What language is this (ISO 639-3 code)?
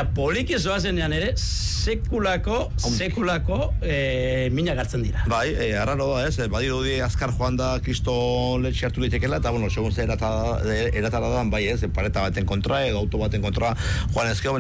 eus